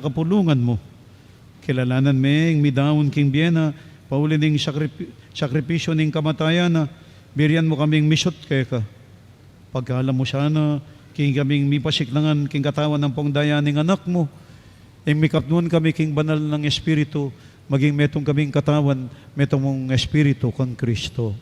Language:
Pampanga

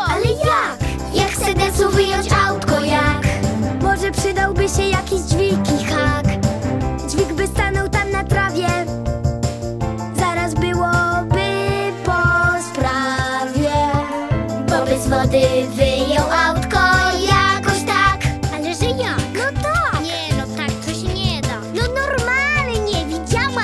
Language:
Polish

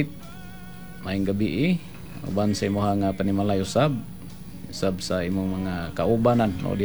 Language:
Cebuano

